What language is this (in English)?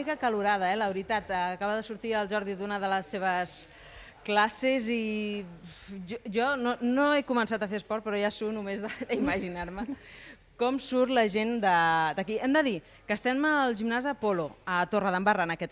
Catalan